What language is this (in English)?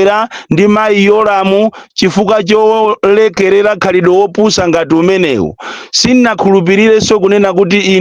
Nyanja